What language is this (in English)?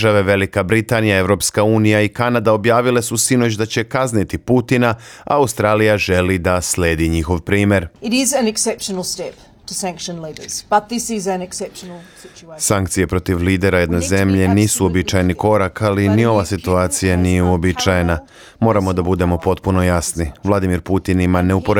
Serbian